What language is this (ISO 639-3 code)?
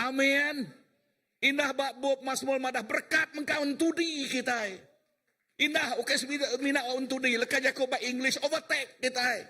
iba